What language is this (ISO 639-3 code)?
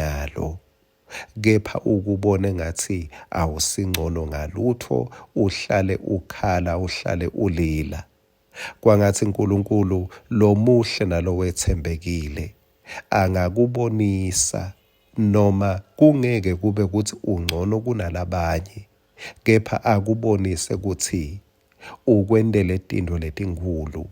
ssw